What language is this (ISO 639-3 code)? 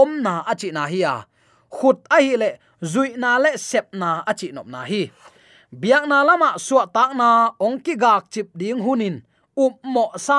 ctd